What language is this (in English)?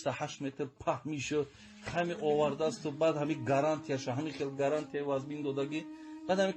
Tajik